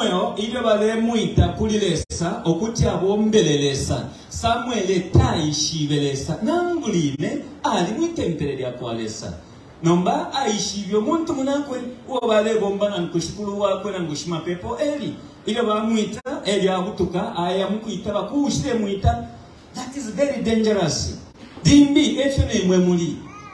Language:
Bemba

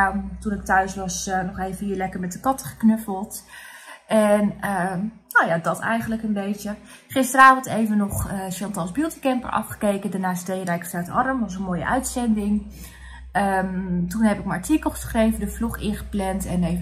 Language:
Dutch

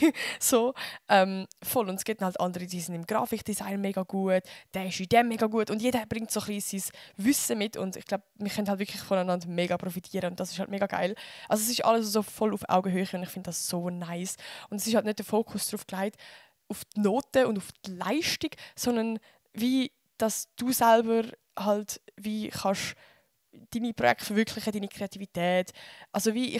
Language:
Swiss German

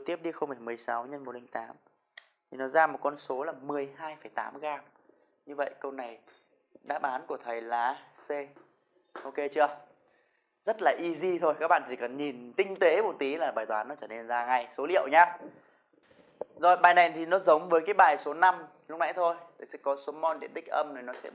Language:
Vietnamese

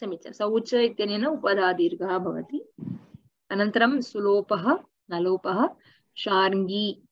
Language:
Sanskrit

